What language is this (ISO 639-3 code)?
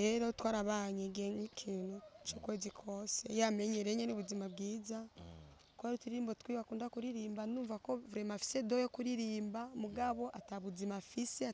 run